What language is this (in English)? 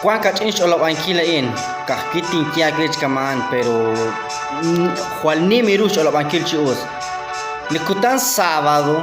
Kekchí